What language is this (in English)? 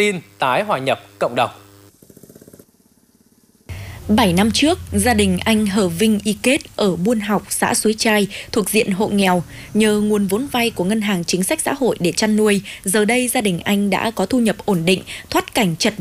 Vietnamese